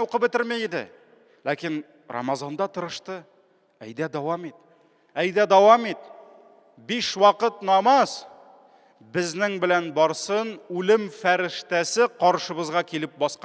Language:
Tatar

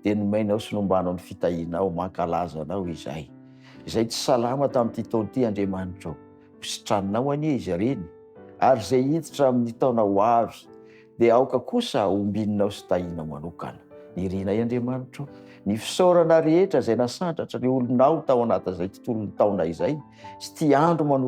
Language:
Malagasy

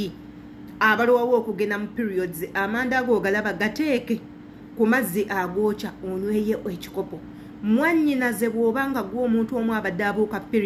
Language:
Ganda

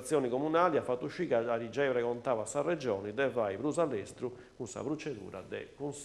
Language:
Sardinian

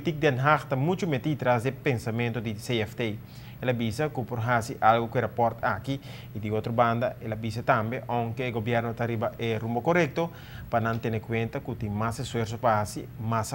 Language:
Papiamento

